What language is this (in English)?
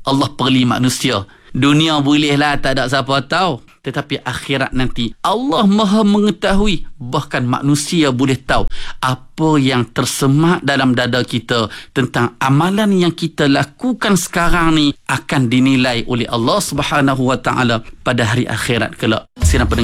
Malay